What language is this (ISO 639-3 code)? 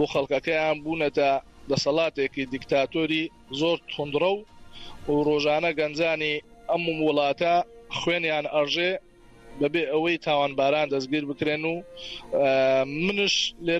ckb